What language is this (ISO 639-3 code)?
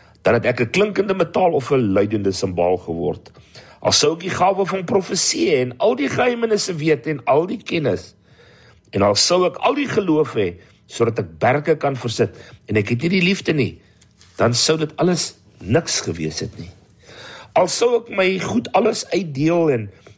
afr